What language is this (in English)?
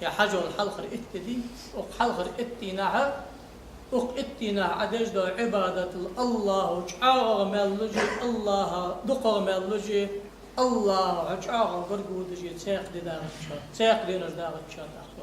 Ingush